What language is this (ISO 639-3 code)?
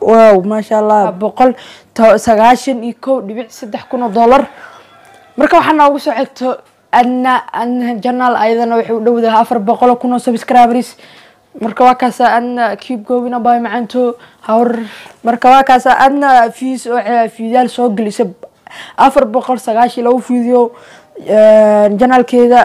som